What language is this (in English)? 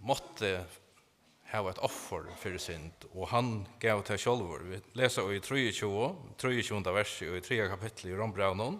Faroese